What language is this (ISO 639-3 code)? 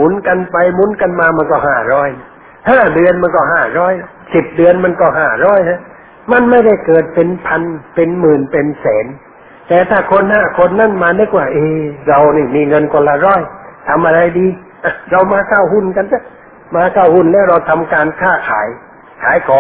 tha